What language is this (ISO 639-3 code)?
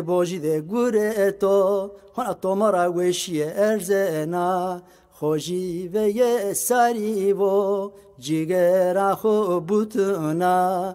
zza